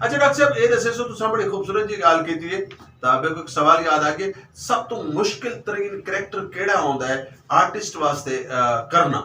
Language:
Saraiki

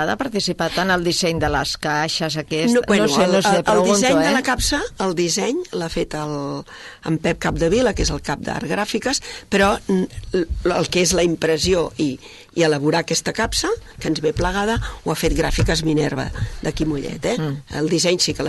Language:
Catalan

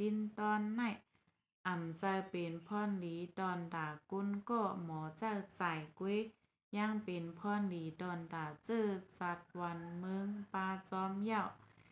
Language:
Shan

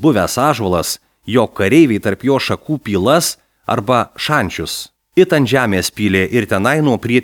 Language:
Lithuanian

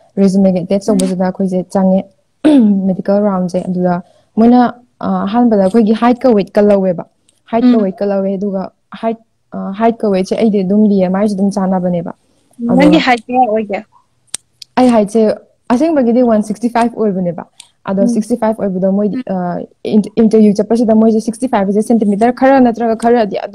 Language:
Manipuri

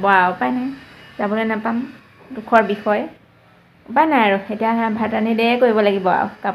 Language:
Assamese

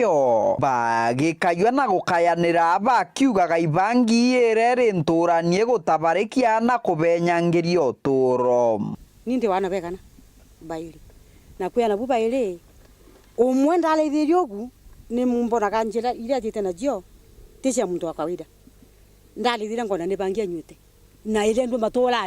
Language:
Meru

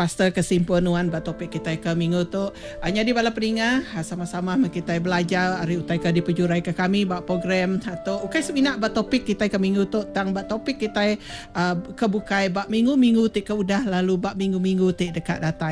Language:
Iban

